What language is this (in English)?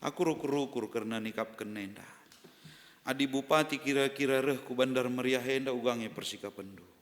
Batak Karo